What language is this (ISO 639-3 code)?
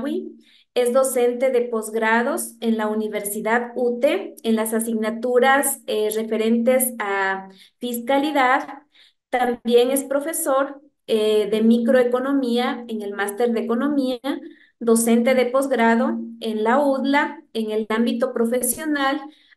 spa